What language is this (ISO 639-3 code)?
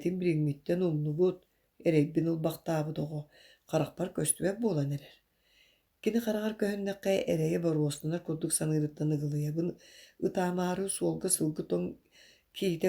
sah